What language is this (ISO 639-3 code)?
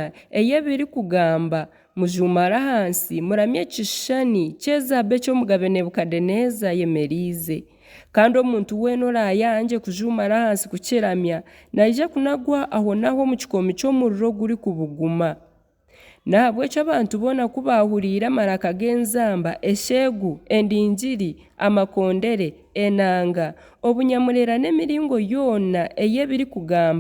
nyn